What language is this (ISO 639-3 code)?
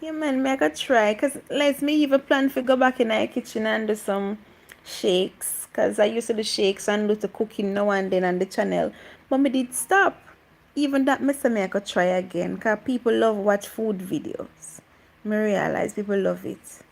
jam